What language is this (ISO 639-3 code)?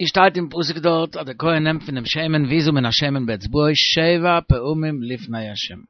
yid